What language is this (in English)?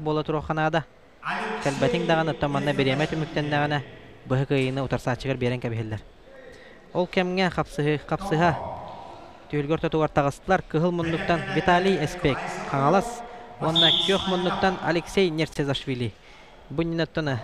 Yakut